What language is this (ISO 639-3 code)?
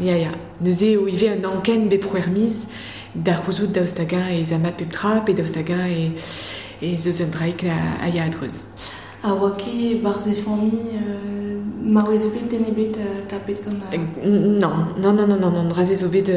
bre